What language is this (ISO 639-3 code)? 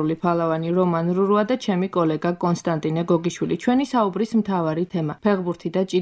kat